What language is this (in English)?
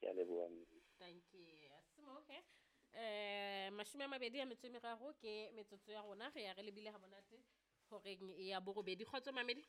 Southern Sotho